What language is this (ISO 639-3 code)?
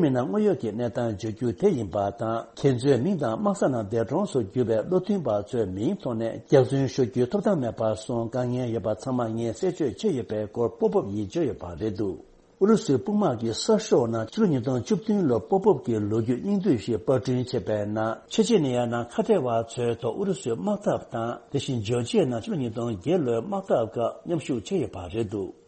bod